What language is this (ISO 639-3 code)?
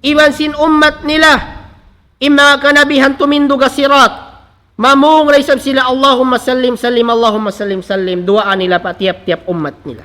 tsg